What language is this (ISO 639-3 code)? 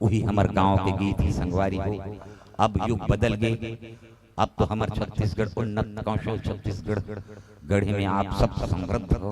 hne